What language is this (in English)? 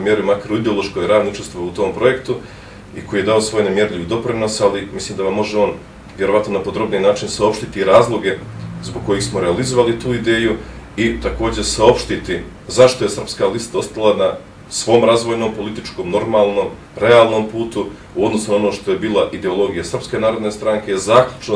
Bosnian